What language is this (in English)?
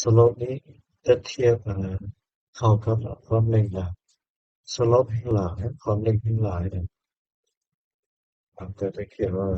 Lao